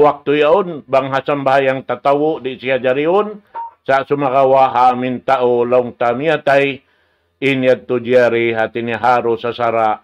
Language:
Tausug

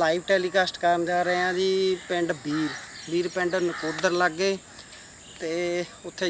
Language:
Punjabi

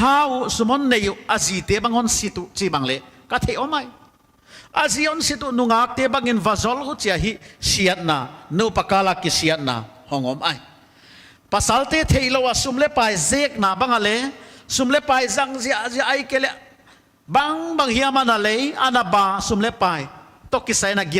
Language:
Paite Chin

